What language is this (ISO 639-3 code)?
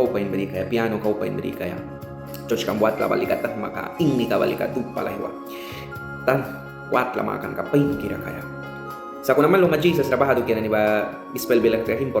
miq